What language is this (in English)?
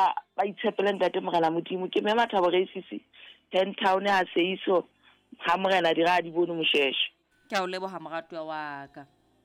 Southern Sotho